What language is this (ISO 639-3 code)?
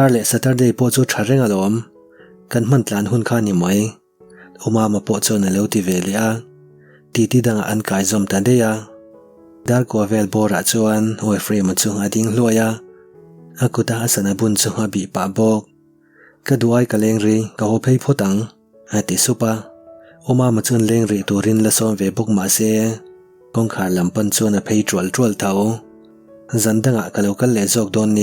lus